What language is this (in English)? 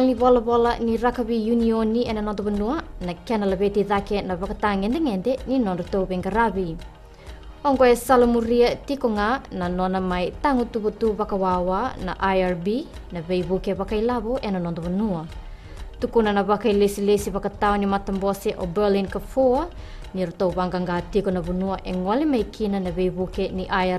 Fijian